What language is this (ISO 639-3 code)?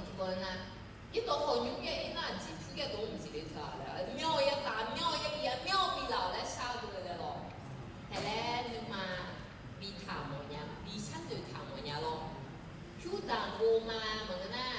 ahk